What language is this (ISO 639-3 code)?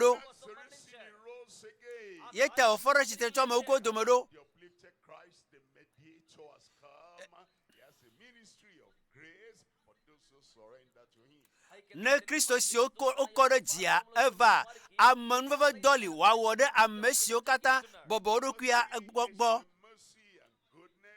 ewe